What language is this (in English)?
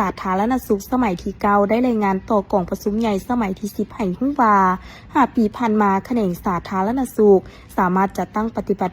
Lao